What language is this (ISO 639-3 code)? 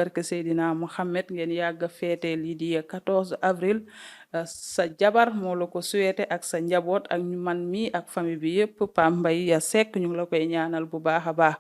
wol